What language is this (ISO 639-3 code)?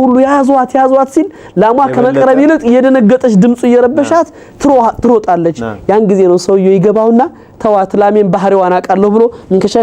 amh